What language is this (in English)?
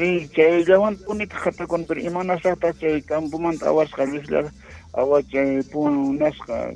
South Bolivian Quechua